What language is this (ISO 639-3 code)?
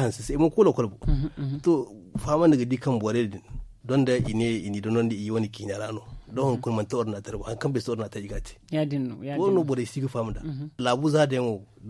dje